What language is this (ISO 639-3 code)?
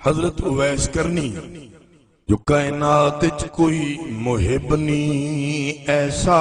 skr